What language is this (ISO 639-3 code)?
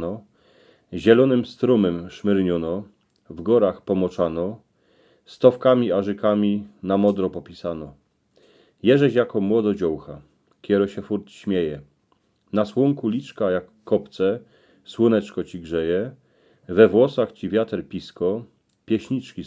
szl